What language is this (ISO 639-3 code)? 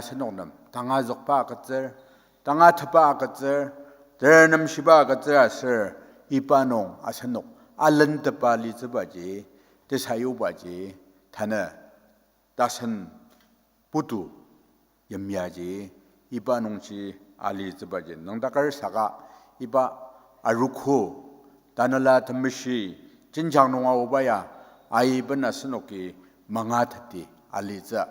njo